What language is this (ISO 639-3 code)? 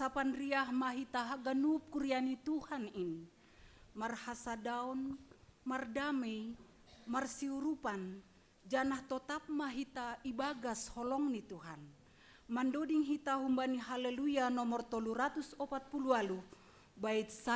bts